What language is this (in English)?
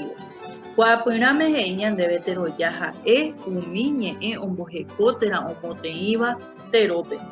Guarani